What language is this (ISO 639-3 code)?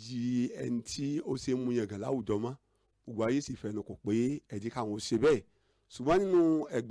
yor